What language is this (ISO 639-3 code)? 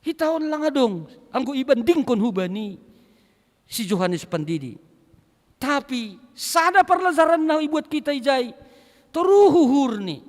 bts